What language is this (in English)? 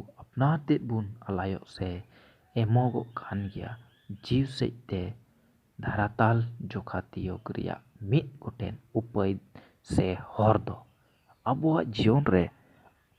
Santali